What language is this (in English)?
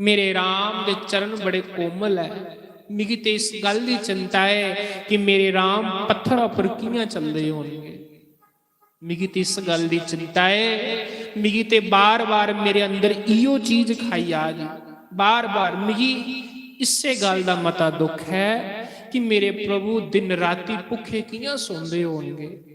Dogri